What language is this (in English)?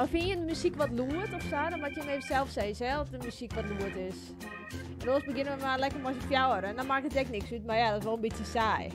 Western Frisian